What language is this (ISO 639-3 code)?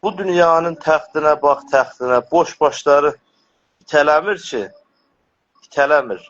azb